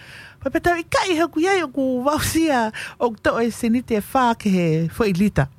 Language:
Tongan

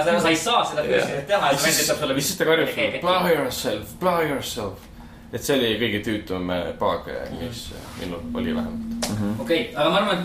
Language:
Estonian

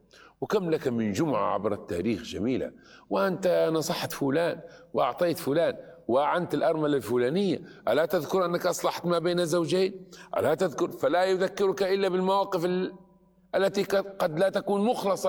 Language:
Arabic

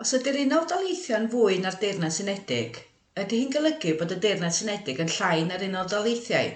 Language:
Welsh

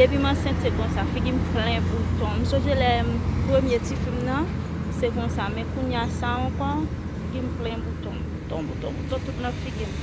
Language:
Haitian Creole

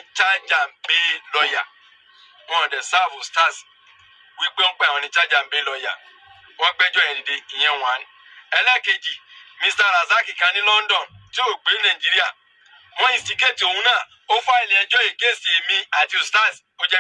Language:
Yoruba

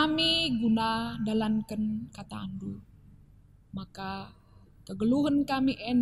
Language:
Batak Karo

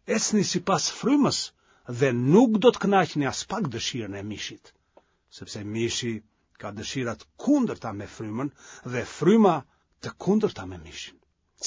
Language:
Albanian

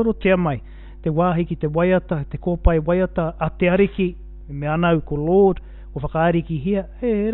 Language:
Māori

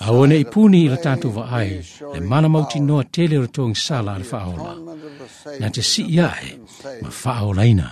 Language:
Samoan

